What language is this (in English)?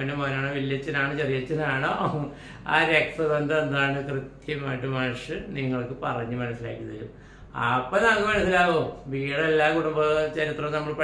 Malayalam